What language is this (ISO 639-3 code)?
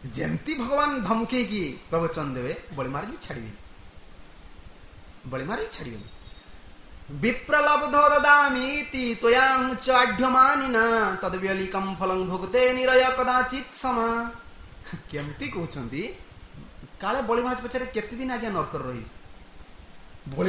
ori